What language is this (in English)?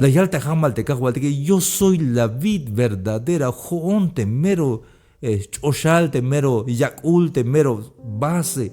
Tzeltal